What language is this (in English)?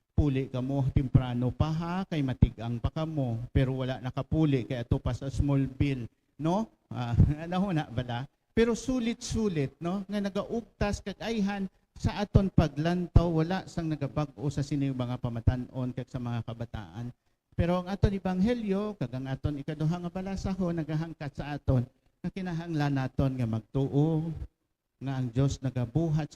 Hiligaynon